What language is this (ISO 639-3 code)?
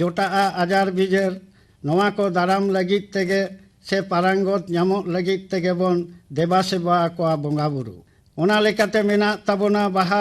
sat